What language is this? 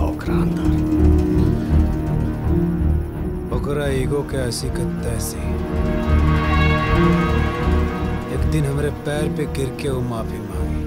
Bhojpuri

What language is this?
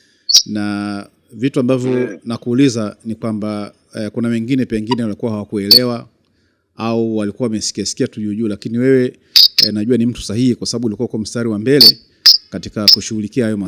Swahili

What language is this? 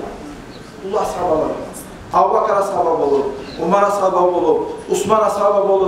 Kumyk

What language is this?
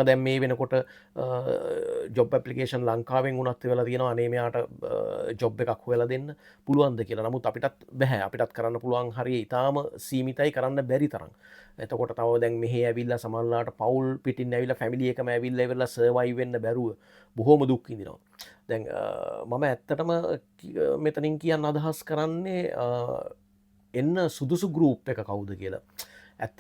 Sinhala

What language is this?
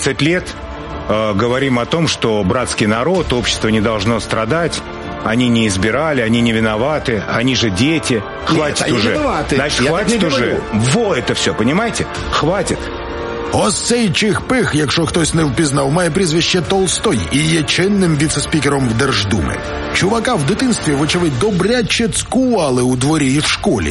Ukrainian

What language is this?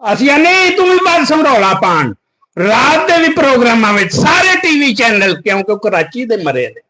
Western Panjabi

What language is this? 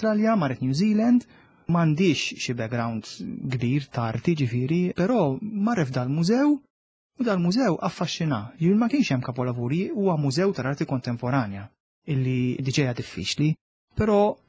Maltese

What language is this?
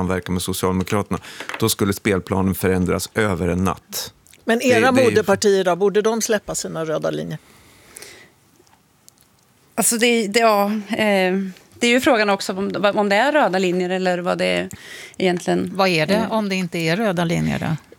Swedish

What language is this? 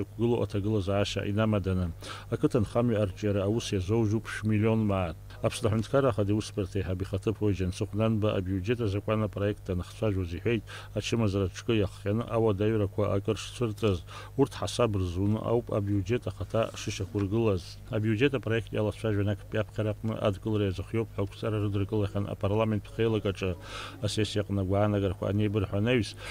Abkhazian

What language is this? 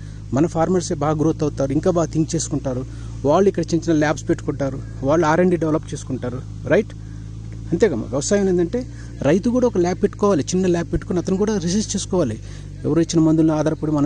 Telugu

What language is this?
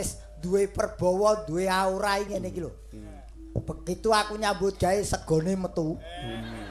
Javanese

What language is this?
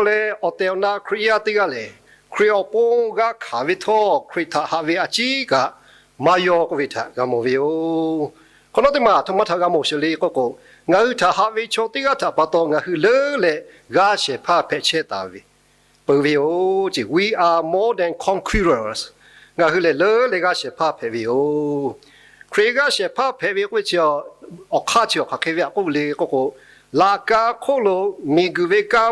Lahu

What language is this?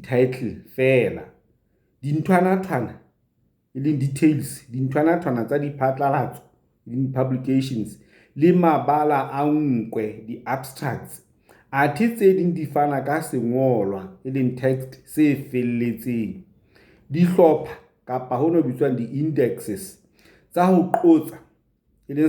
Southern Sotho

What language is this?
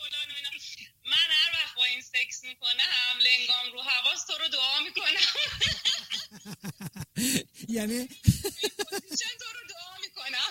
Persian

